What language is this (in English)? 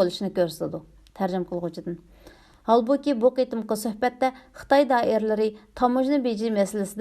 Uyghur